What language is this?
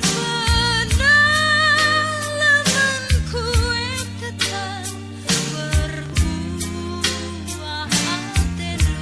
Batak Karo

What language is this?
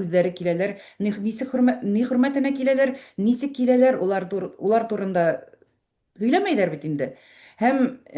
Bashkir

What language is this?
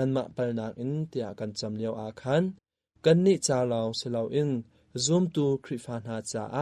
Hakha Chin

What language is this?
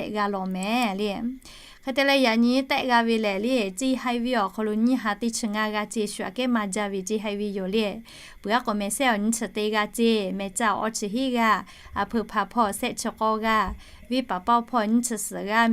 Lahu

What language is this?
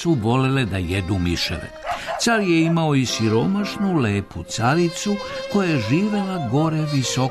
Serbian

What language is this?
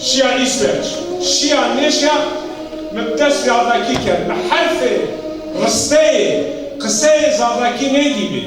Zaza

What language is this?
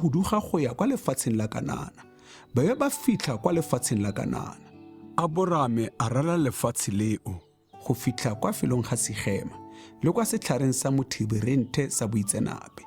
Tswana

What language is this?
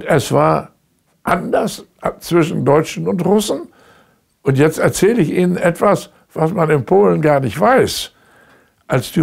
German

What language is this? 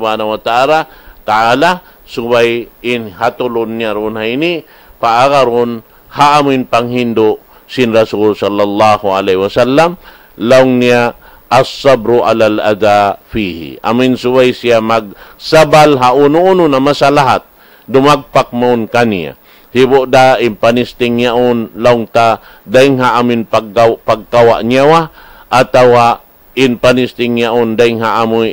Tausug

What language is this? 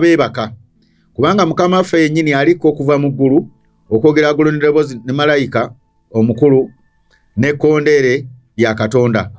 Ganda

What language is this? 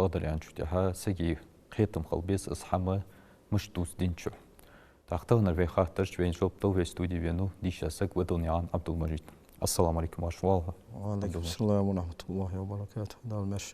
Ingush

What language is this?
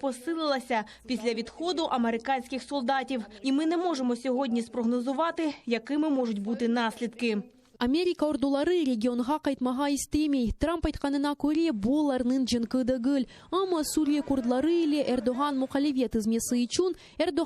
Crimean Tatar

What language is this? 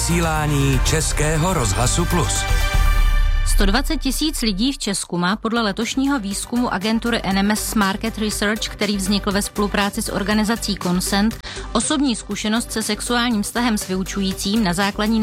Czech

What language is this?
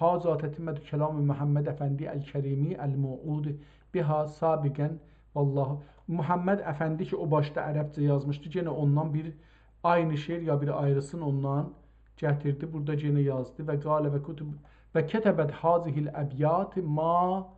South Azerbaijani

